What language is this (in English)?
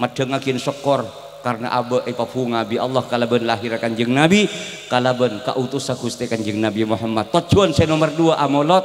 Madurese